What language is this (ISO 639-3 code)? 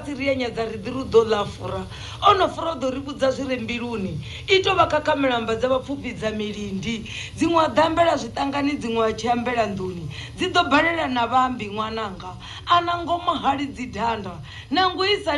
ven